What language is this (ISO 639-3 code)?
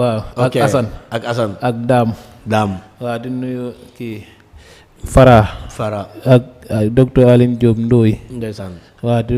wol